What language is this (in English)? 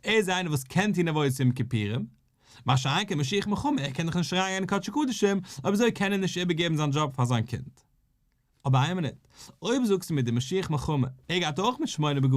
Yiddish